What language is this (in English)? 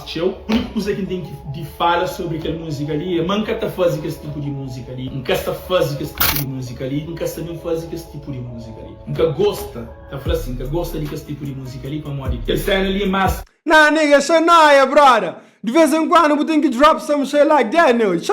Kabuverdianu